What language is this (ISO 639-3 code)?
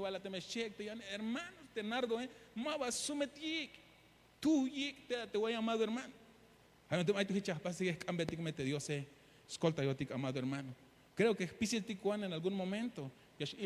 tzh